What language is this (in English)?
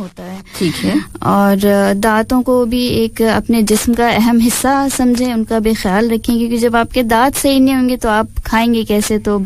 Urdu